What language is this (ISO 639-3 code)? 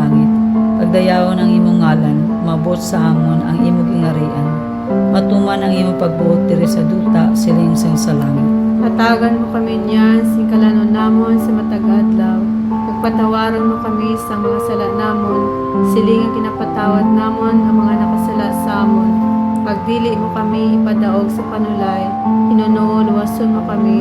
hil